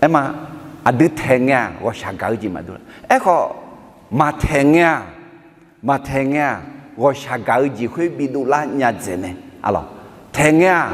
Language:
Akha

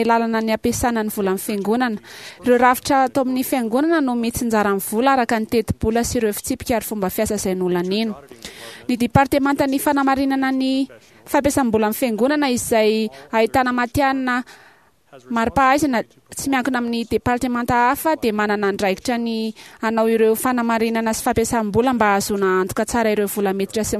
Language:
Malagasy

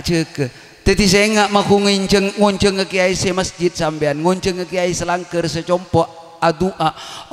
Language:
Madurese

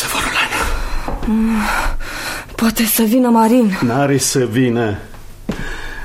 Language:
Romanian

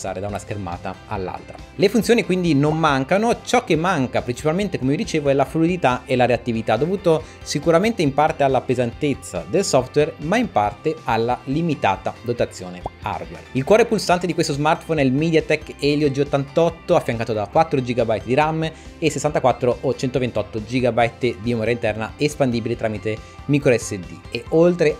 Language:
Italian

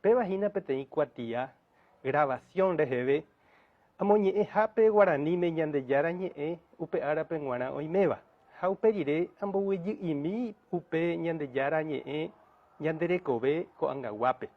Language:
Guarani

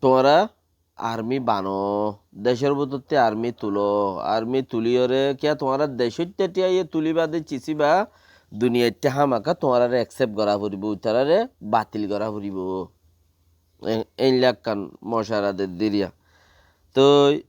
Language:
Rohingya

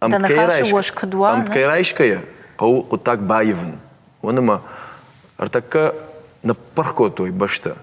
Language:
Ossetic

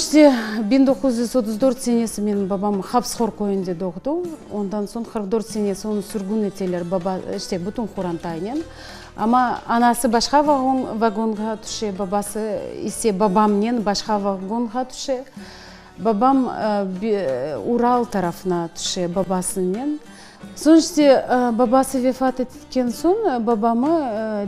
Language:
Crimean Tatar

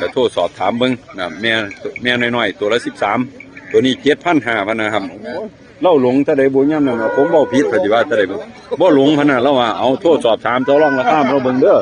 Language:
Northeastern Thai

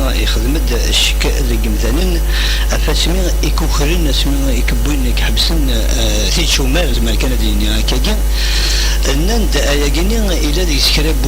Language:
Kabyle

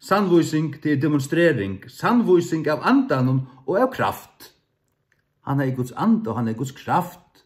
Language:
Faroese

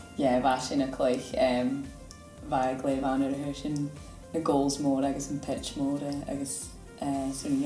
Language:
Scottish Gaelic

